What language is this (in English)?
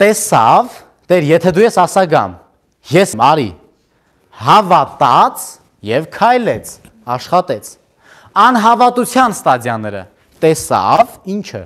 Armenian